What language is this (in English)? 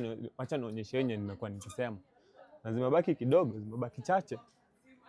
Swahili